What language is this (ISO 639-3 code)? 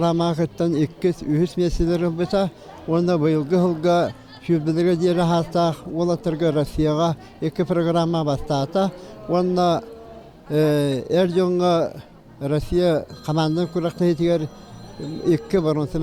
sah